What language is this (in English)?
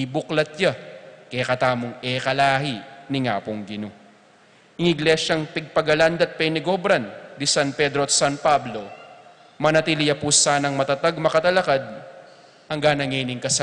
Pampanga